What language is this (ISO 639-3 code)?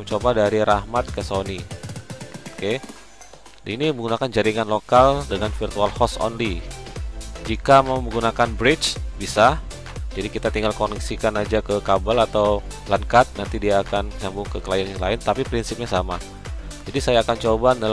ind